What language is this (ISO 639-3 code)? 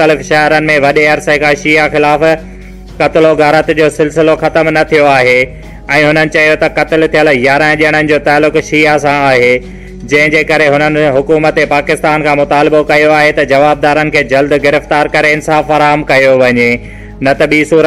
snd